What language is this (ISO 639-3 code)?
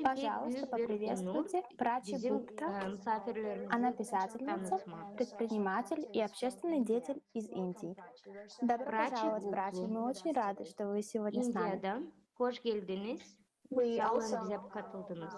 gag